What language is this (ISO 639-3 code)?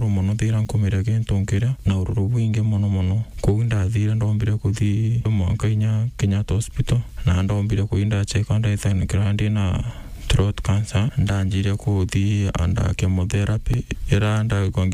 mer